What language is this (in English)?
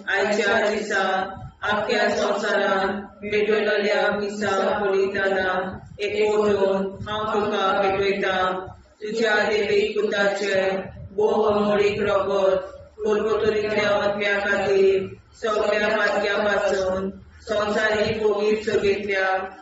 Konkani